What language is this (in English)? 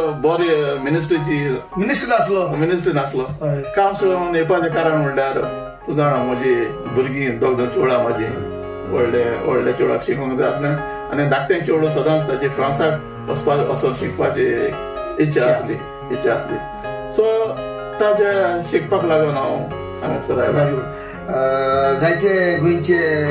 Konkani